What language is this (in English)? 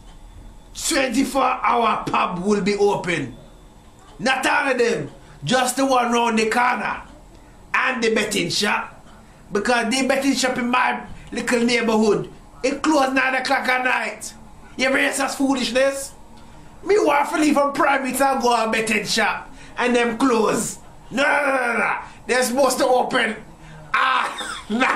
Jamaican Creole English